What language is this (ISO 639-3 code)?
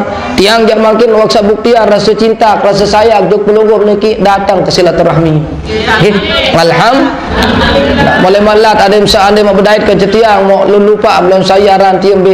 sas